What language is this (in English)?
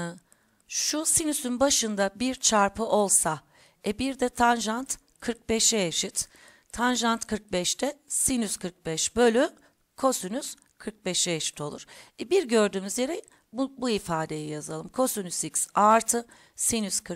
Turkish